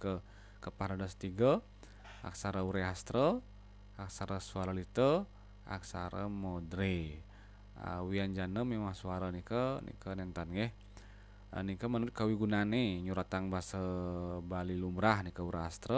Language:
Balinese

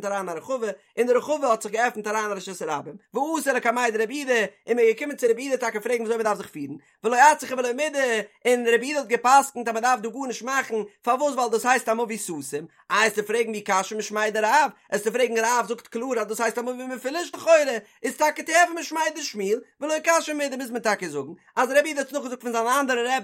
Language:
Yiddish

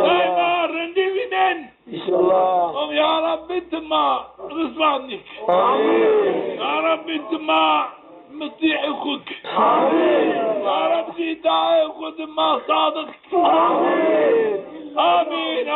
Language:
Zaza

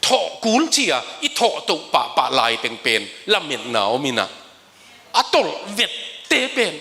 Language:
Tedim Chin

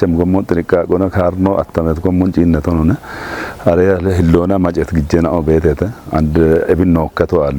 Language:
Kafa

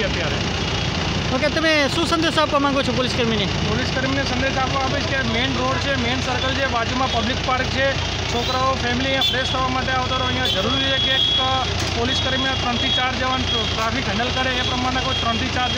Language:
Gujarati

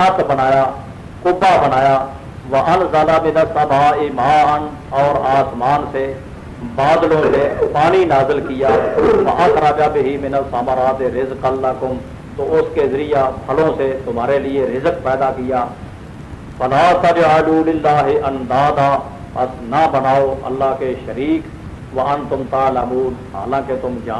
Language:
Urdu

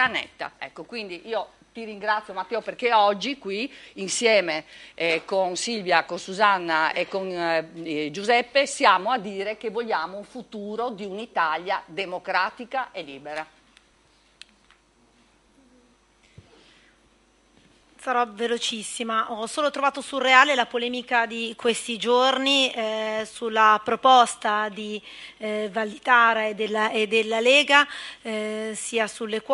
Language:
Italian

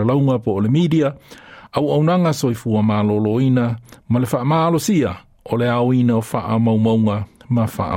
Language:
Samoan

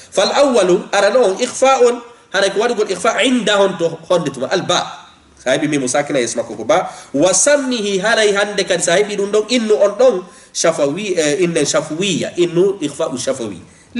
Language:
Fula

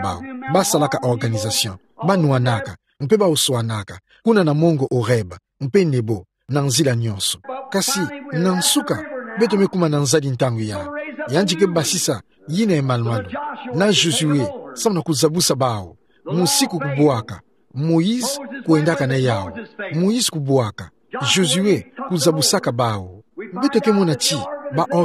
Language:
Kituba (Democratic Republic of Congo)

